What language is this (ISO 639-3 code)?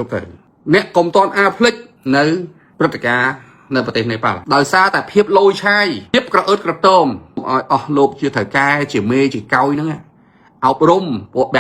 khm